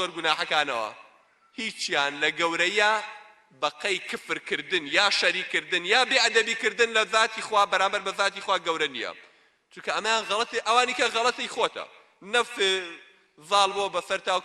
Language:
Central Kurdish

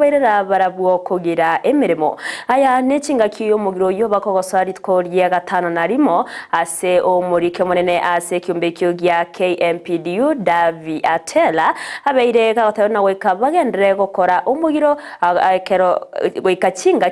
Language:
Gusii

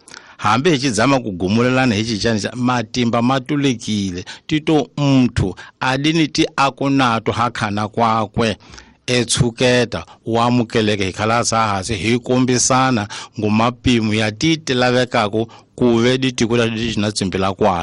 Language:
Tsonga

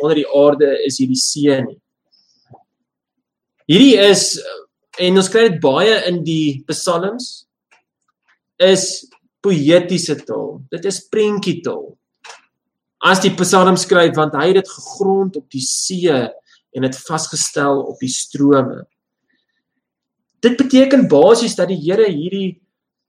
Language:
Afrikaans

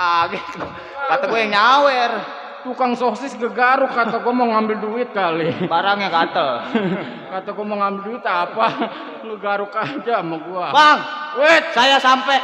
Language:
Betawi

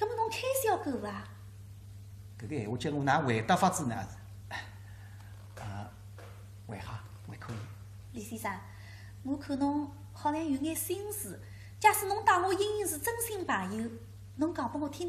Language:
Wu Chinese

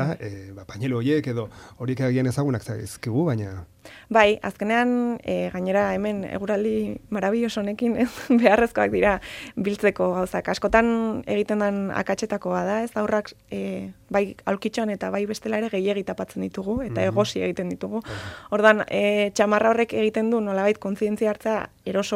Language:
Basque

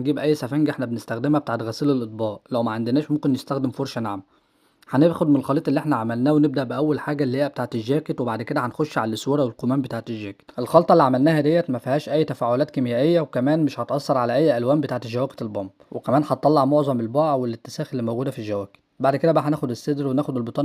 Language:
Egyptian Arabic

